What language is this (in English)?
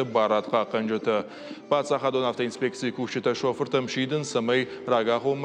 Ossetic